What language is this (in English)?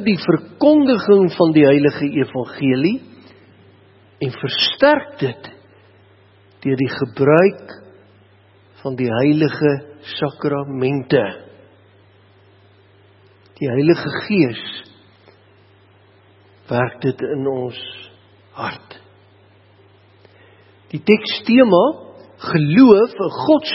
Afrikaans